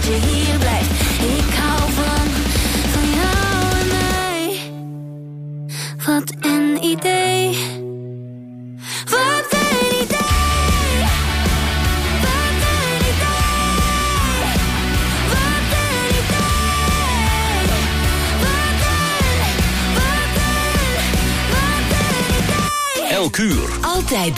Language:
Dutch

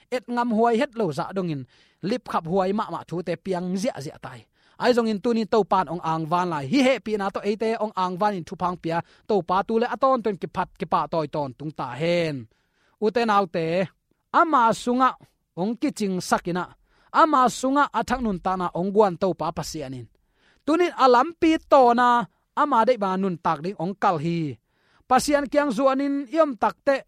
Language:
Tedim Chin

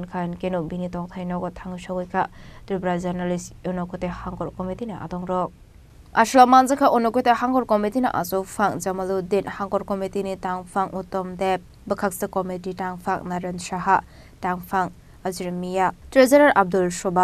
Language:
Kok Borok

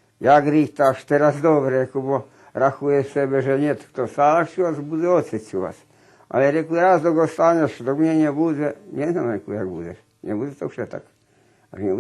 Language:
Rusyn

